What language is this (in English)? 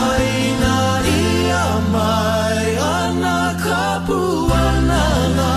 Hawaiian